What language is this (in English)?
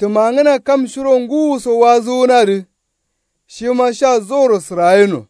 Kanuri